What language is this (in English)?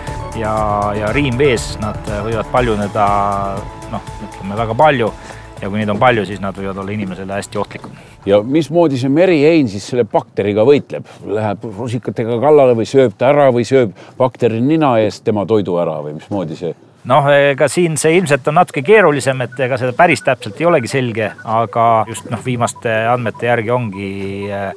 Estonian